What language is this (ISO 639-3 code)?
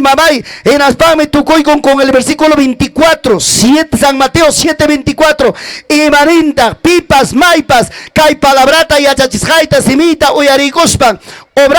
quy